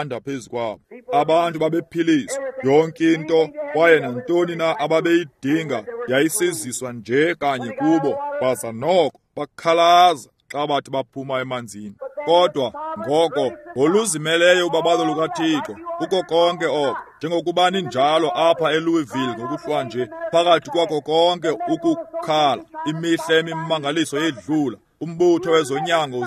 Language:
Xhosa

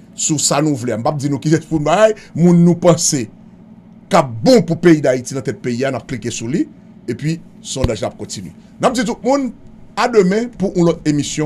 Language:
Haitian Creole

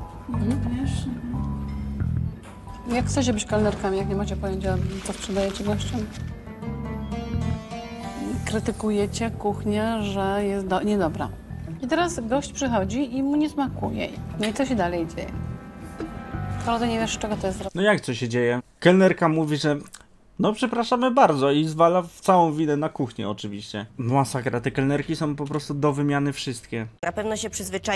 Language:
Polish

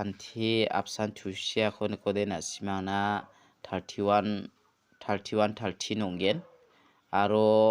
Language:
Garo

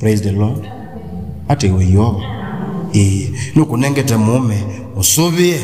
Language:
Kamba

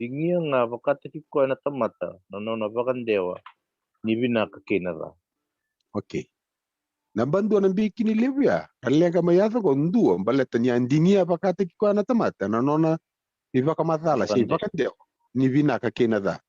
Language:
Fijian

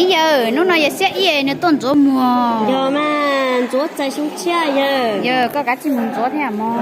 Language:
Hmong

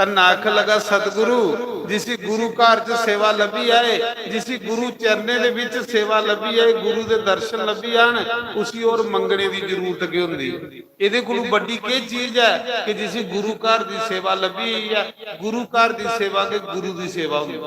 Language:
Dogri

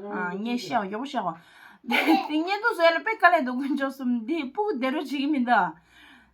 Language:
Tibetan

